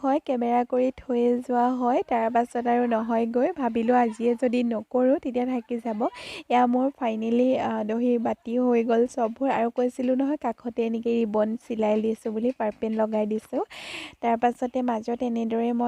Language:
Assamese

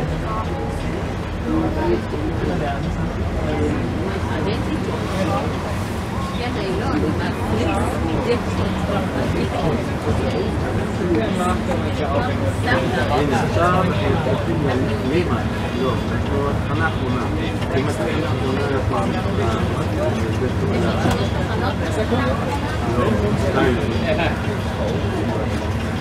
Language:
Hebrew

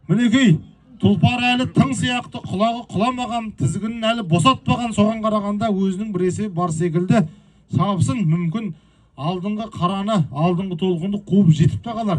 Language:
Kazakh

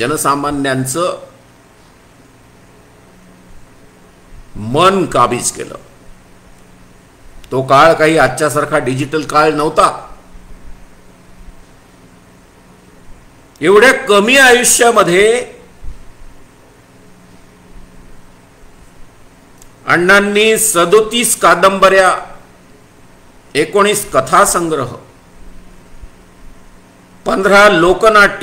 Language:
Marathi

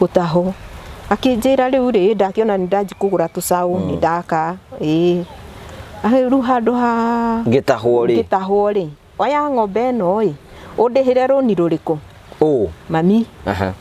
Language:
Kikuyu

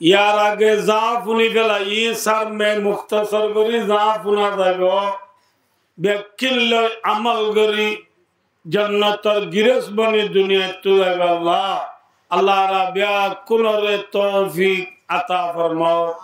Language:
Rohingya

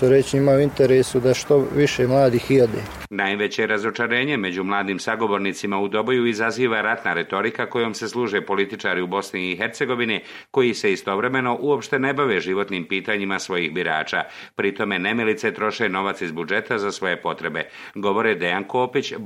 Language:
Serbian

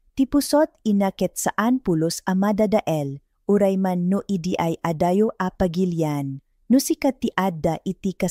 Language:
Iloko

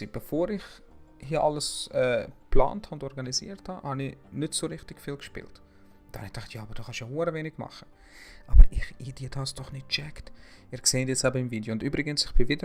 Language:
Swiss German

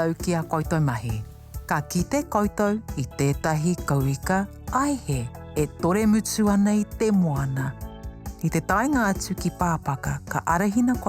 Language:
Māori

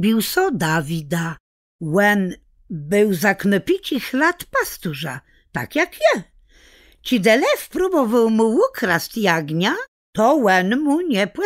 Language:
Kashubian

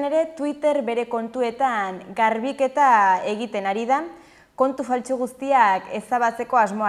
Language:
Basque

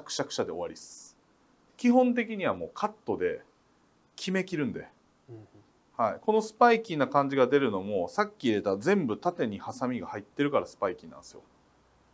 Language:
Japanese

